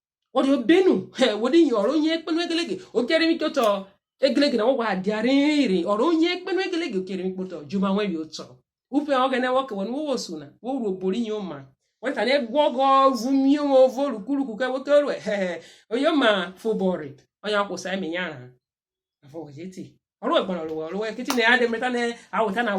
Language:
Urhobo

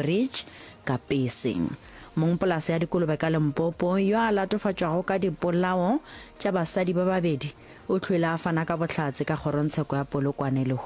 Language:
Northern Sotho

